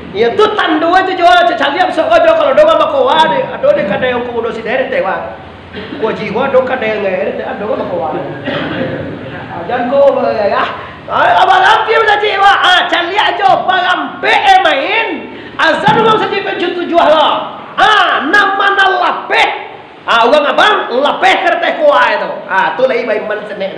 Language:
Minangkabau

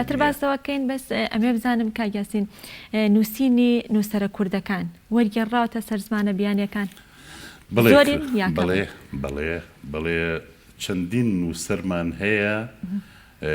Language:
Central Kurdish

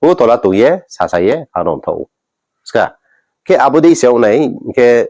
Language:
Riang (India)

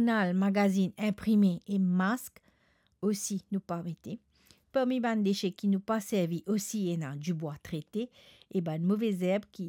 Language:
Morisyen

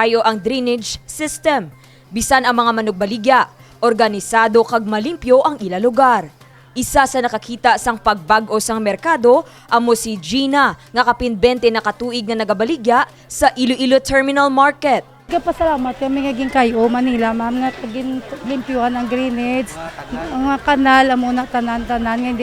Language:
Hiligaynon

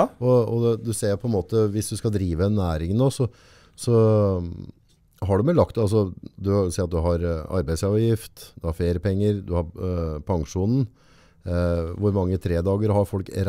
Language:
Norwegian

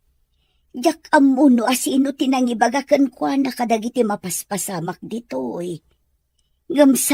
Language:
Iloko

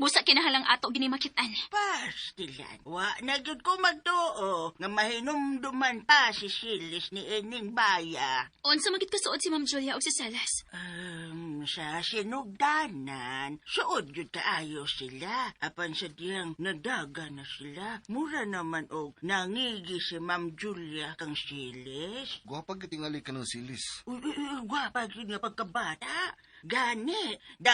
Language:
Cebuano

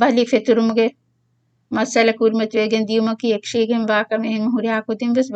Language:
Divehi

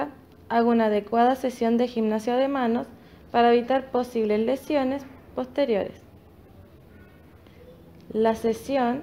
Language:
Spanish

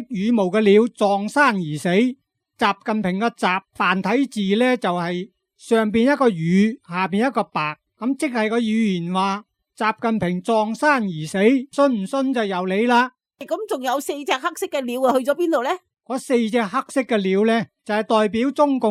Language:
Cantonese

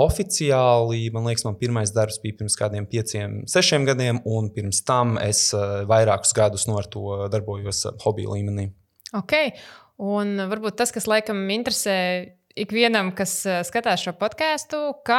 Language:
Latvian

